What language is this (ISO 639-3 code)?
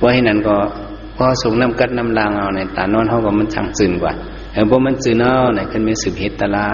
shn